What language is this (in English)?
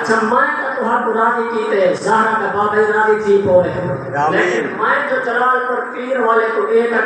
Saraiki